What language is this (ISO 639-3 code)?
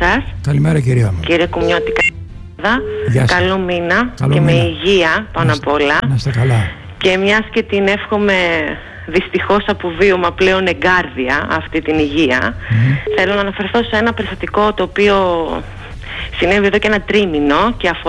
ell